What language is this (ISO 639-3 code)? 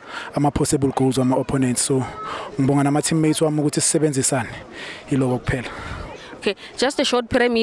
zul